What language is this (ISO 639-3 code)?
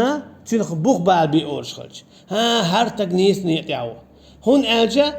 che